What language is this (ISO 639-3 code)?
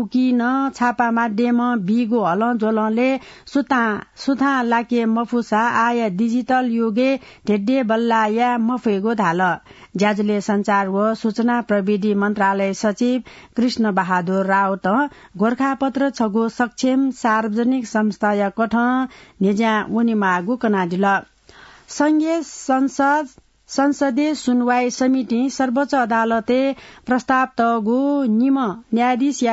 new